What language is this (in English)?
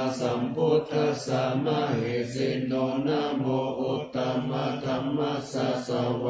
Pali